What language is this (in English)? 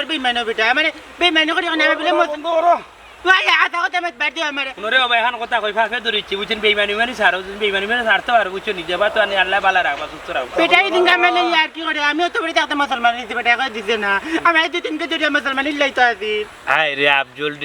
Sylheti